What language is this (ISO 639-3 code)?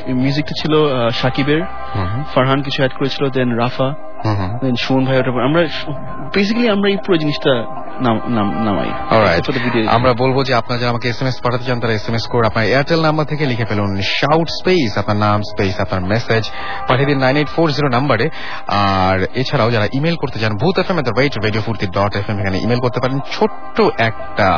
ben